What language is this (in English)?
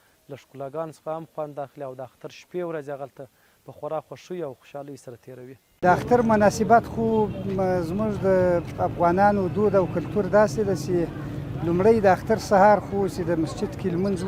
Pashto